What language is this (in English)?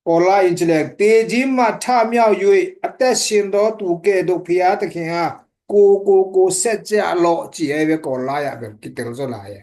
Tedim Chin